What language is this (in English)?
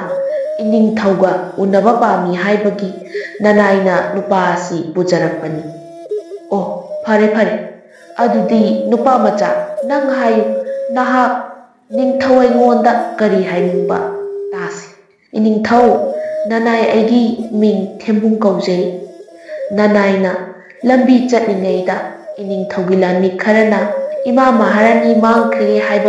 Manipuri